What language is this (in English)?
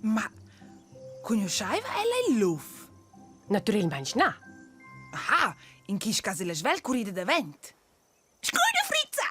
Romansh